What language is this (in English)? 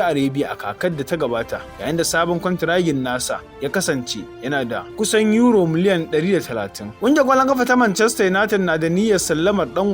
Hausa